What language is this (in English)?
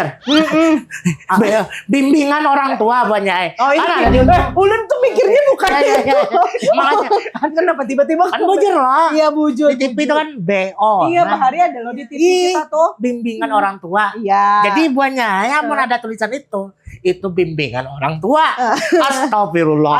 Banjar